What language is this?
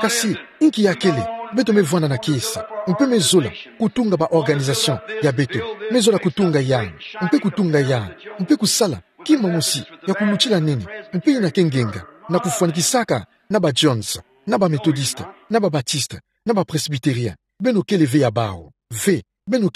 Kituba (Democratic Republic of Congo)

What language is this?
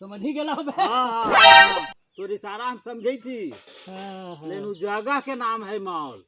Magahi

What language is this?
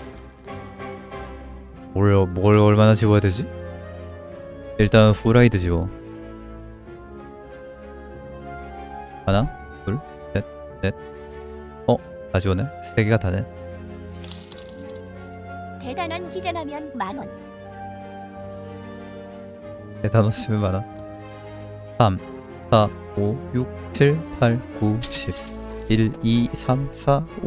Korean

